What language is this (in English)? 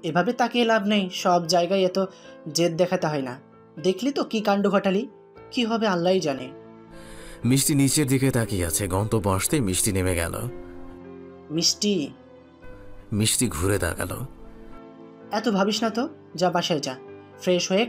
Bangla